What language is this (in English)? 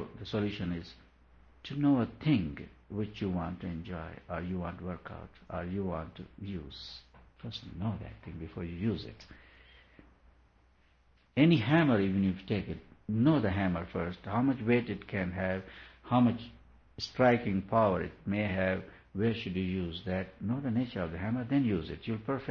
English